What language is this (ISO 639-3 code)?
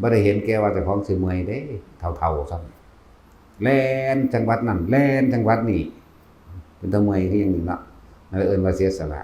tts